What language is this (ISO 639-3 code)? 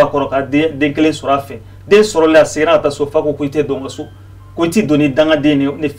bam